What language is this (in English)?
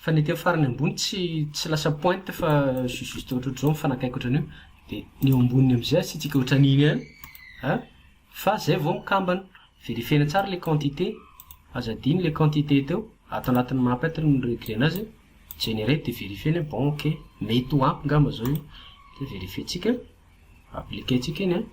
Malagasy